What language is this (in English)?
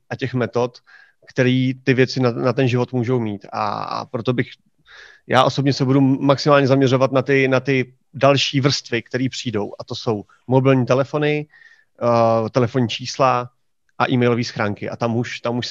Czech